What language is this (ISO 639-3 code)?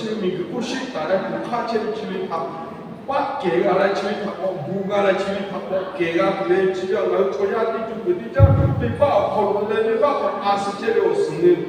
lhu